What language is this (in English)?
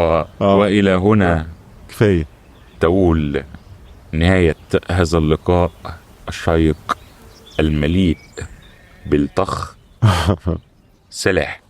Egyptian Arabic